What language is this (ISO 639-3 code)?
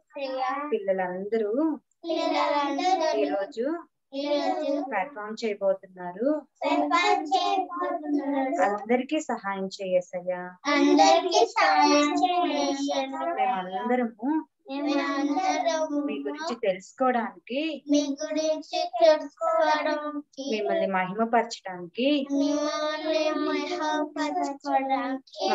tel